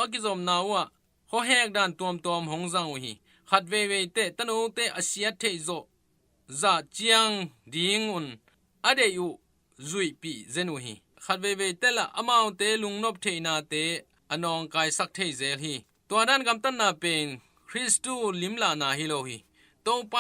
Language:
Tedim Chin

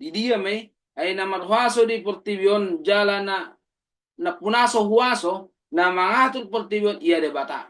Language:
Batak Toba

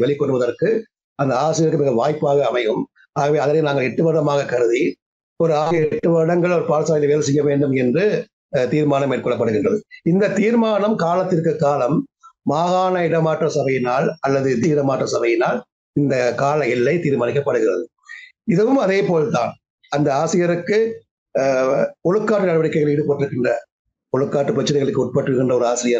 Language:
Tamil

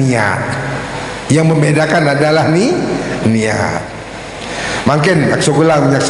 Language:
Sasak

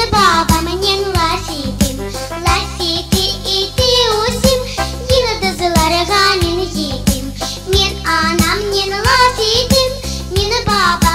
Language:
Crimean Tatar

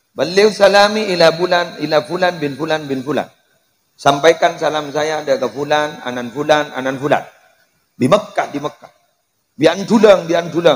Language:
Madurese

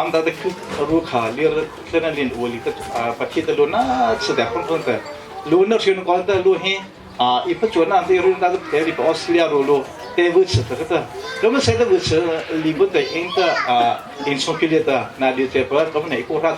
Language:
Hakha Chin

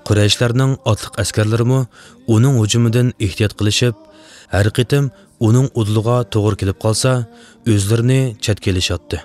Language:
Uyghur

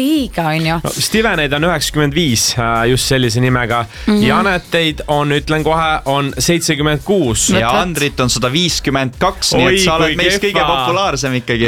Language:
Estonian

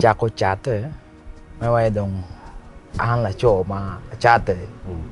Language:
Acoli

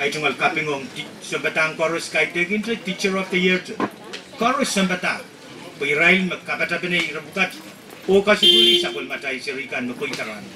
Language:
Pohnpeian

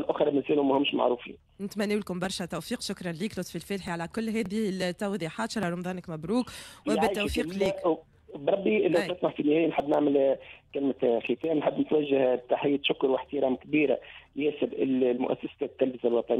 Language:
Tunisian Arabic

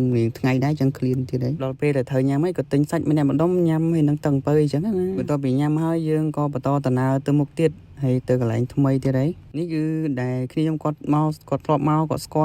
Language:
Khmer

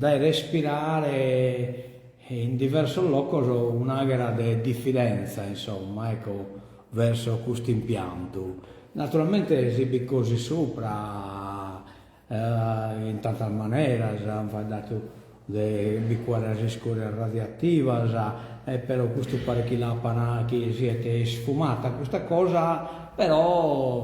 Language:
Sardinian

